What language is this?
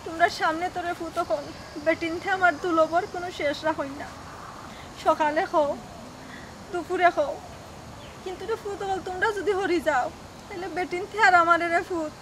Sylheti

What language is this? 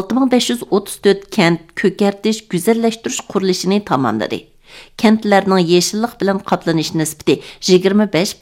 Uyghur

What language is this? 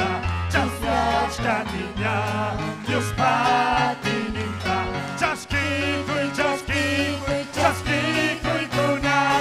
Ayacucho Quechua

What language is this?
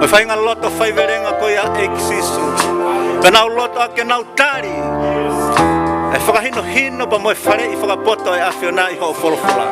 Tongan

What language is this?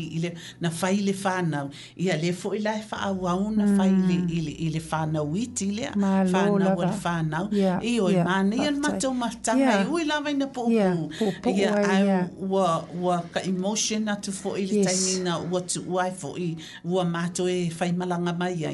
Samoan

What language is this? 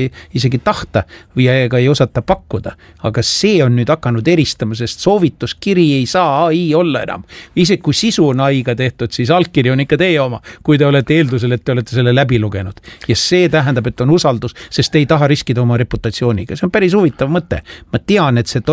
Estonian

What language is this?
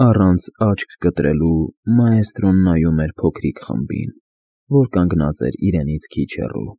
Armenian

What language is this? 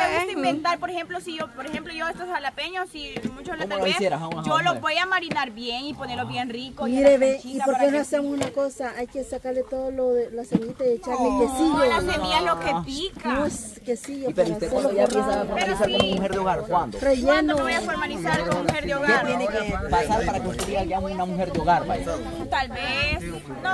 Spanish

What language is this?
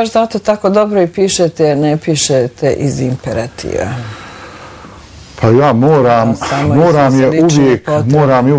Bosnian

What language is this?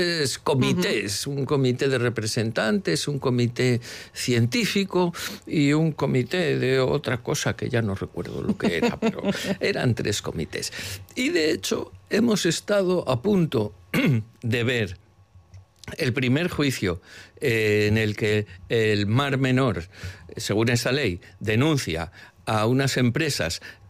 Spanish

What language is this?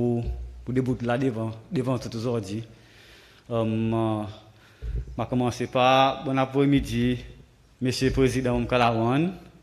Seselwa Creole French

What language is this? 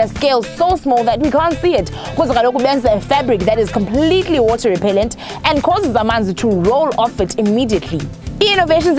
English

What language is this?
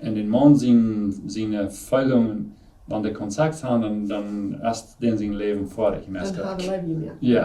Plautdietsch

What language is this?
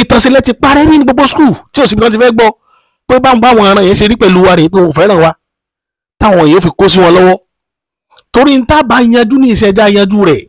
Yoruba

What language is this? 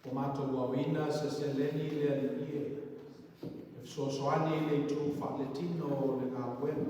Samoan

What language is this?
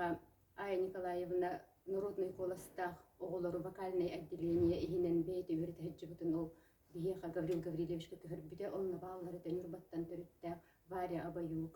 Yakut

